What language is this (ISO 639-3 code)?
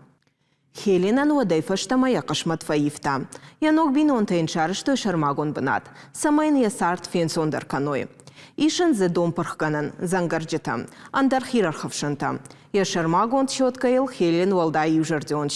oss